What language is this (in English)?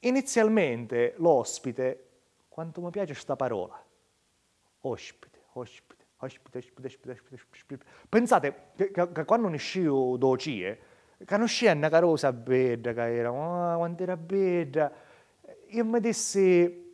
Sicilian